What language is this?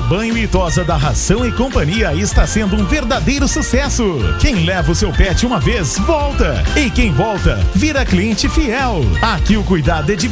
Portuguese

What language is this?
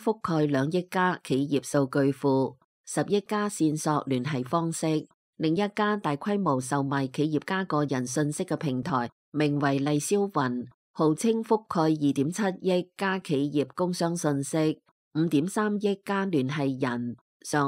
Cantonese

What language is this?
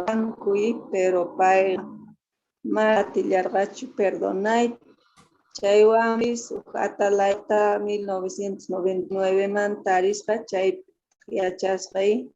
Quechua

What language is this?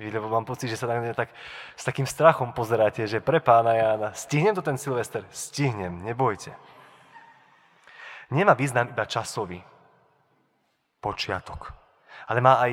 Slovak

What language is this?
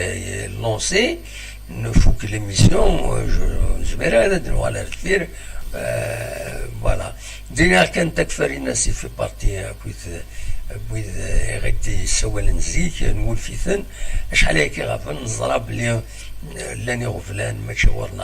Kabyle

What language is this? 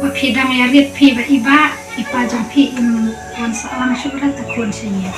Khasi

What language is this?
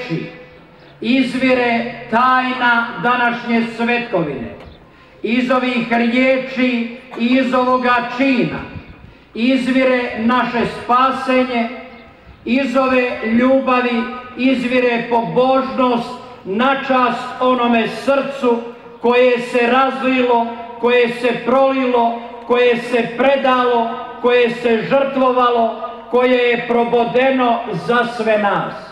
Croatian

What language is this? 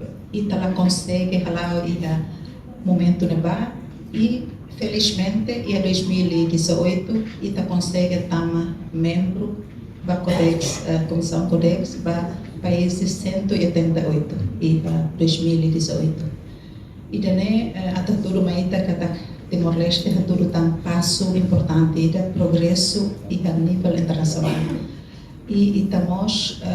Tetum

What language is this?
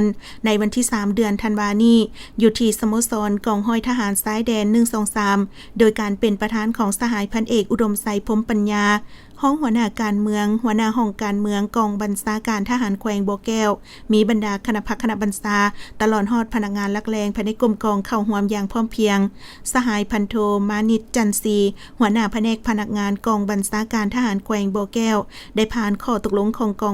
Lao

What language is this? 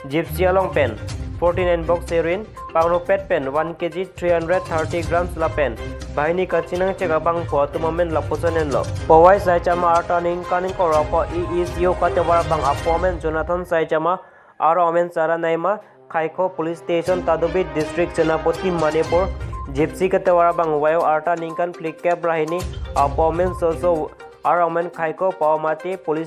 Karbi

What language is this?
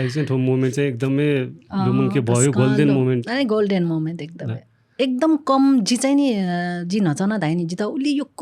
Newari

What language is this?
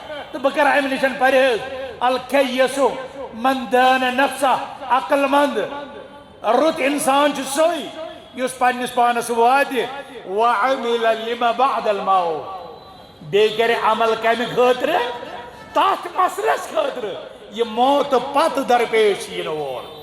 Kashmiri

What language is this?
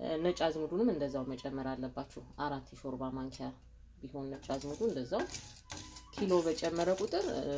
Amharic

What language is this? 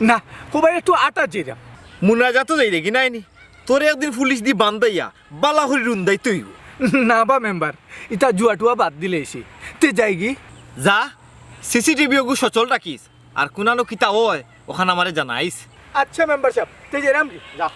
Sylheti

